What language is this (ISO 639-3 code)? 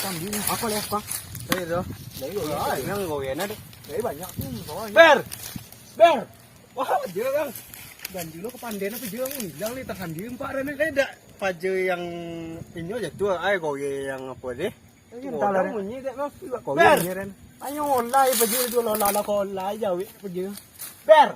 min